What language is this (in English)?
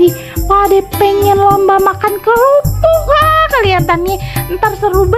Betawi